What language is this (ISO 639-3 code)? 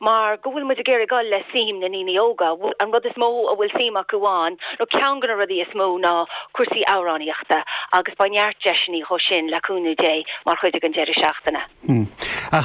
gle